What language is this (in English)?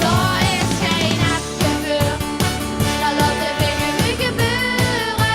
Limburgish